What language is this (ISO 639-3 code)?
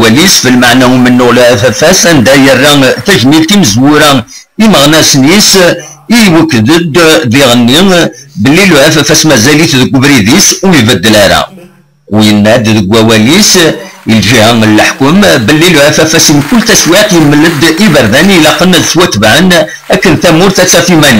kab